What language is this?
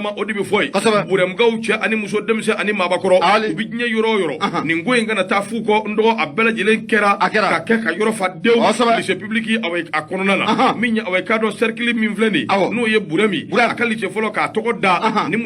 Bambara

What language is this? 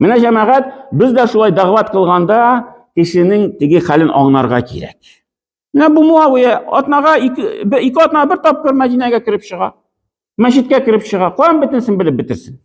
Tatar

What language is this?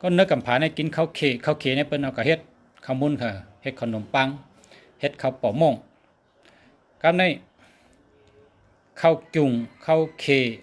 Shan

